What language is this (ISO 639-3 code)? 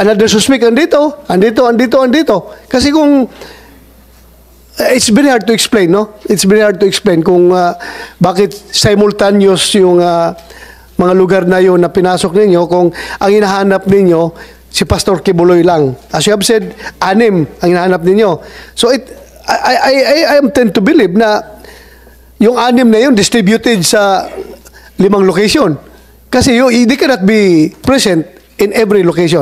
fil